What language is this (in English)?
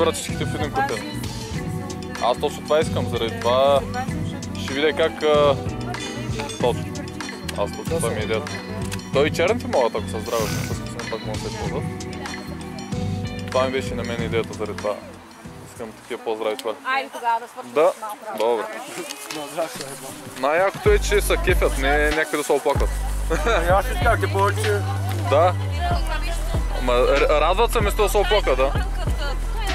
Bulgarian